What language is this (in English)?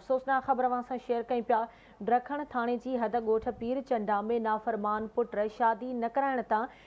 Sindhi